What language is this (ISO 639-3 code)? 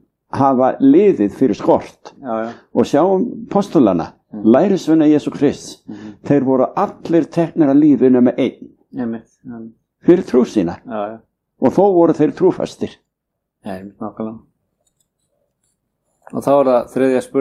isl